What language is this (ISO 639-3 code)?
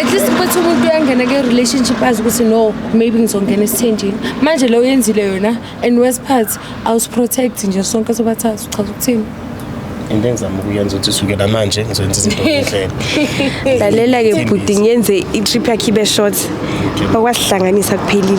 zul